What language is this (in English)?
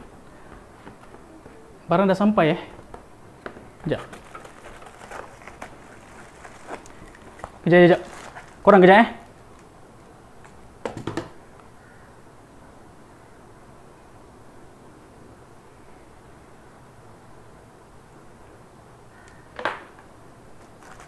Malay